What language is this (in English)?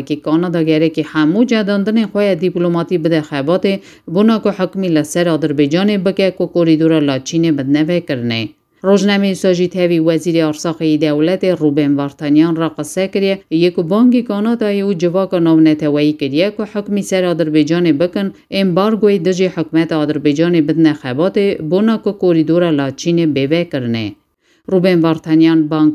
Kurdish